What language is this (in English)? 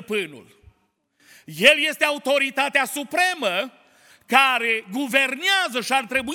Romanian